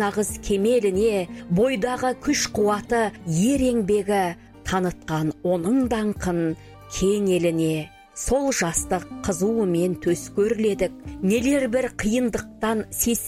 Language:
Kazakh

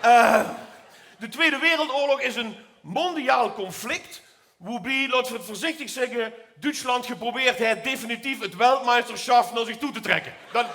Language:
Limburgish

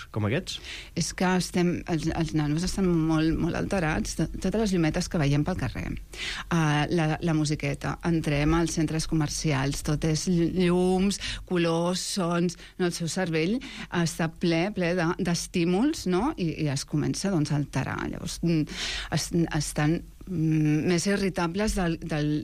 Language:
Catalan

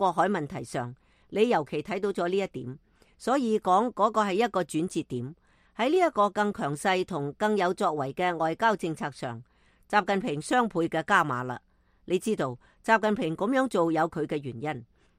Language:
Cantonese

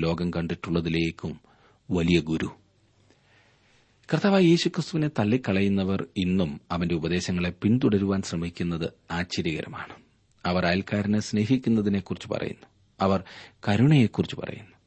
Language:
Malayalam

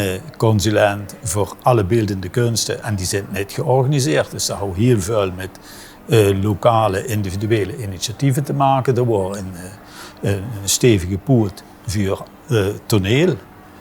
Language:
Limburgish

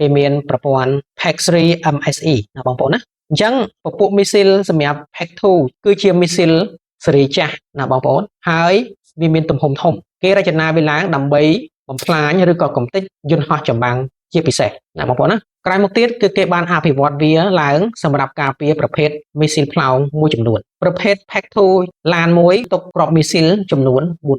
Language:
Khmer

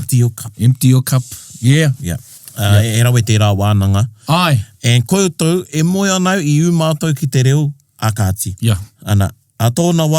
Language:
Māori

